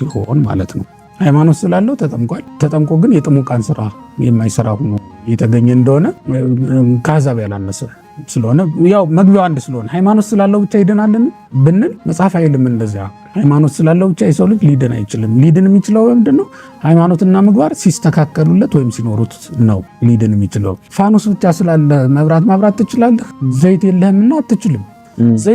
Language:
Amharic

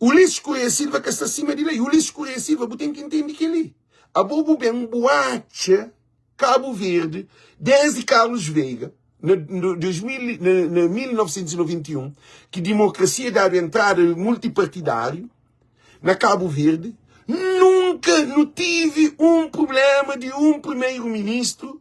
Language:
Kabuverdianu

